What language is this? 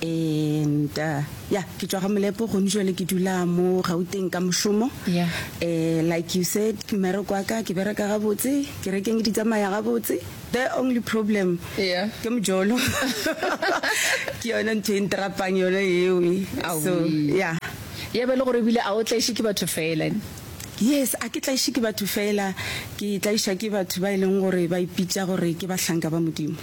Northern Sotho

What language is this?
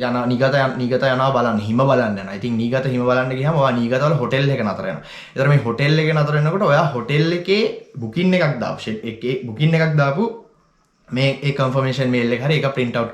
Sinhala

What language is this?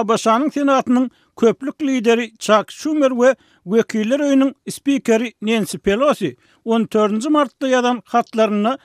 Turkmen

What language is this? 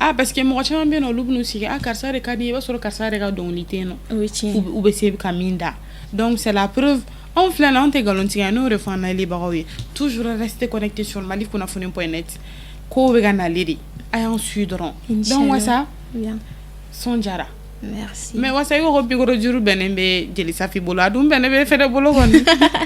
Bambara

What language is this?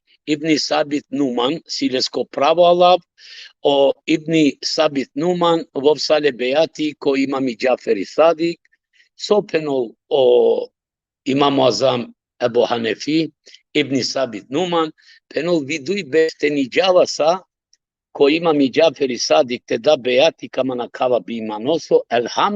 Balkan Romani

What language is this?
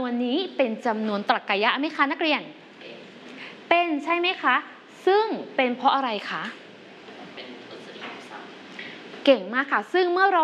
Thai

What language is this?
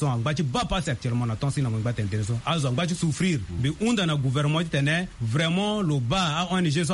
Sango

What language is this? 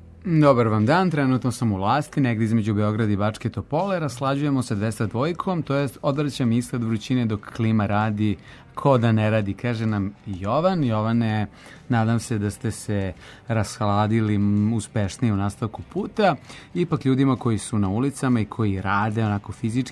Serbian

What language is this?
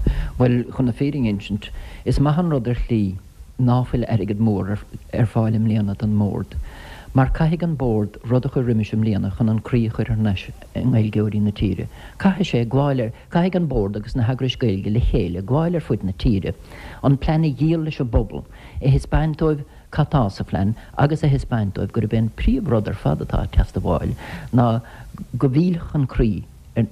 Irish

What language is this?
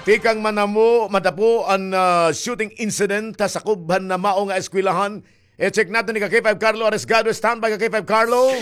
Waray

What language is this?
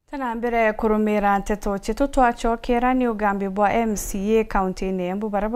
Meru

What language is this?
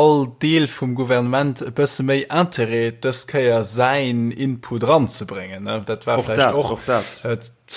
Luxembourgish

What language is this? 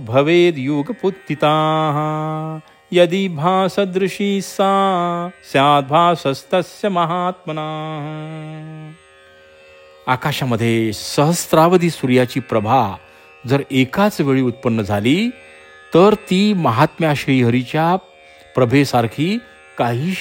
Marathi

